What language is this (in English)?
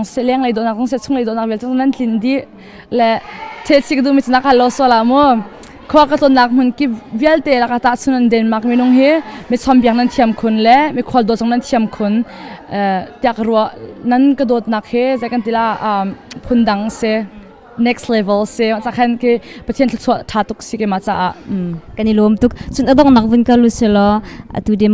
Hakha Chin